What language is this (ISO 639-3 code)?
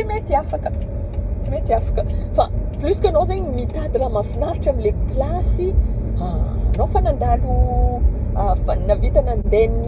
mlg